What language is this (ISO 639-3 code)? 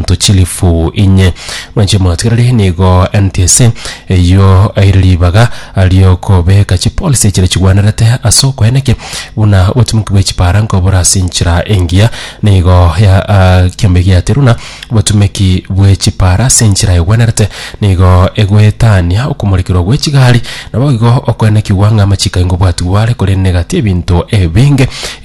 guz